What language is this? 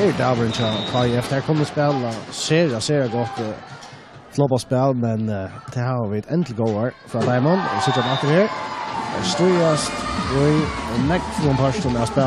Faroese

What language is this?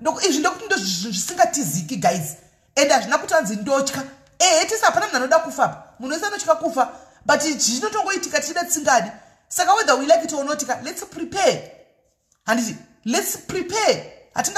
Shona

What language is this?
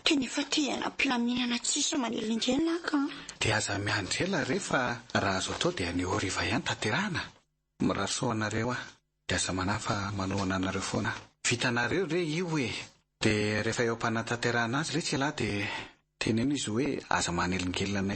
Malagasy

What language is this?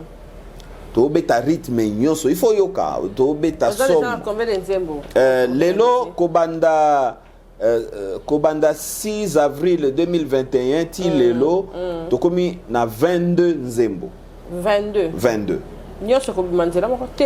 Lingala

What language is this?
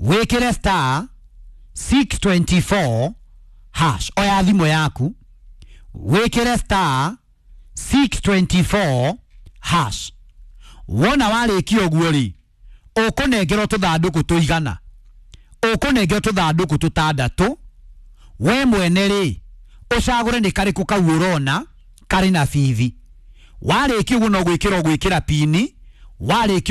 Kikuyu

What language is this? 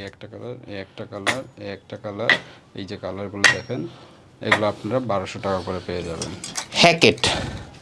Bangla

